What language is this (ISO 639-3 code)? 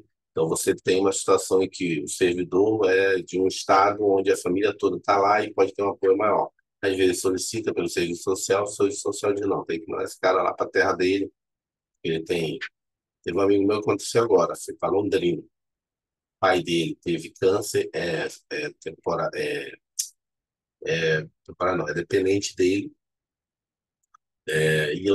por